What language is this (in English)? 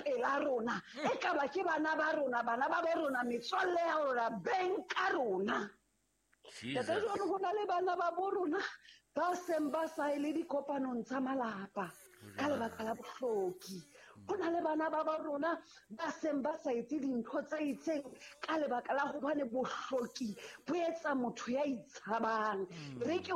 Southern Sotho